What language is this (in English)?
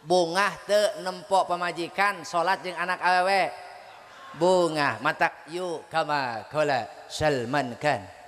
Sundanese